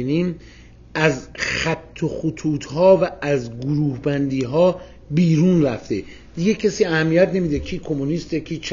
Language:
Persian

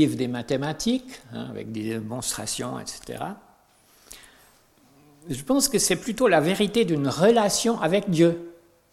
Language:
French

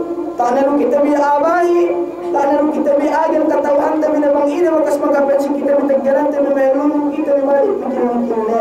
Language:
Yakan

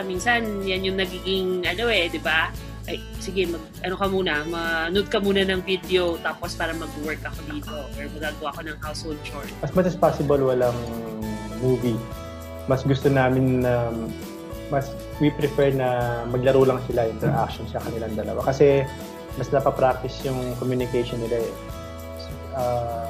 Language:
Filipino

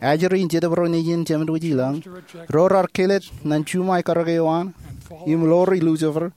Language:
Marshallese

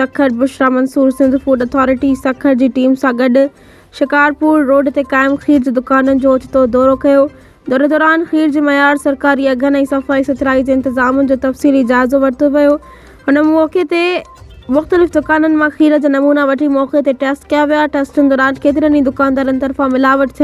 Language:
Sindhi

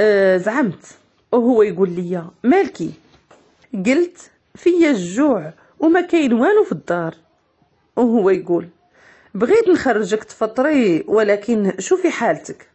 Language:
Moroccan Arabic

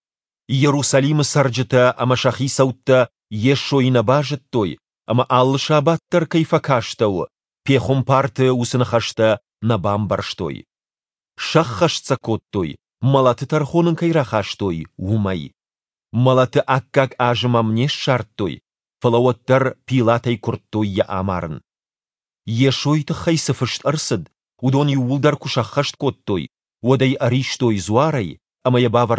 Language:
Ossetic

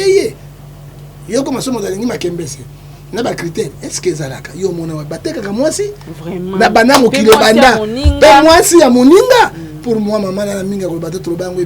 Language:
Lingala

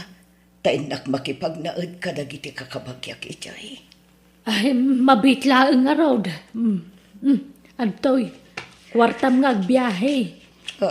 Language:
Iloko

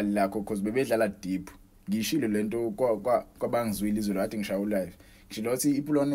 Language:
Zulu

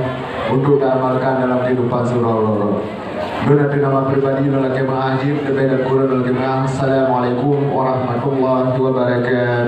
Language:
Achinese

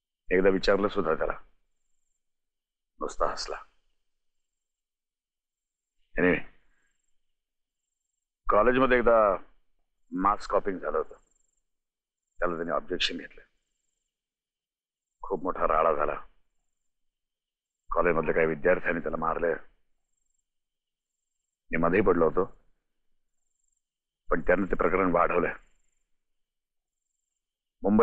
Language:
Marathi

